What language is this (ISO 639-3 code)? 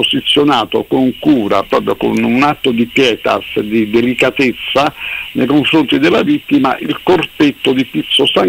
ita